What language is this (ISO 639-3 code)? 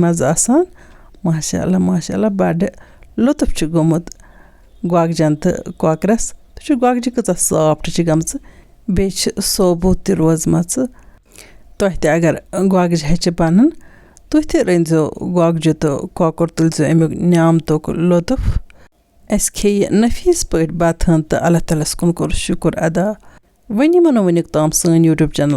kas